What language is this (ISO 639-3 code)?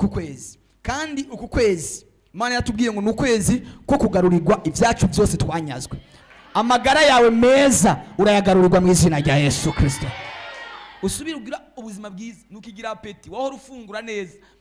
run